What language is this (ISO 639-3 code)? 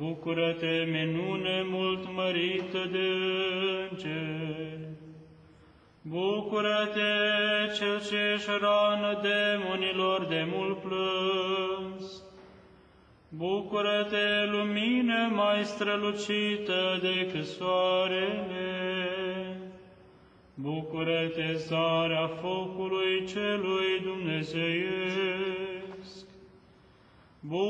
ron